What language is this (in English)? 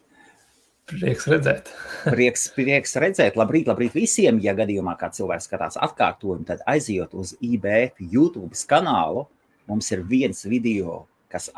Latvian